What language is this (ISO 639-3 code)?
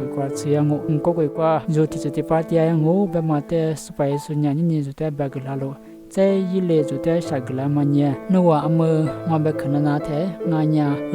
lis